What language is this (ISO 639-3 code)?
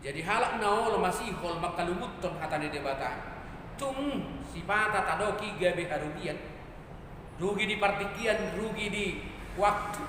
bbc